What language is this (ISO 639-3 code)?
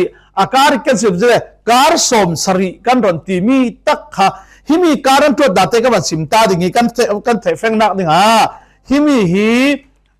cfm